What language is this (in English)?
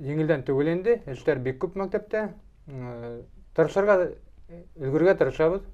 Bashkir